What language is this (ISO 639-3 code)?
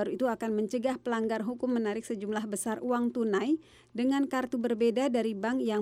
ind